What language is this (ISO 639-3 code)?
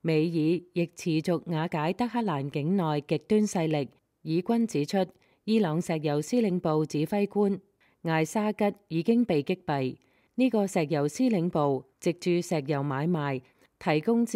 yue